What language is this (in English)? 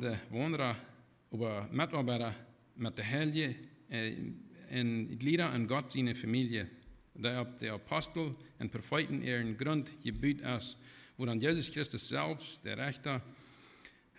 Plautdietsch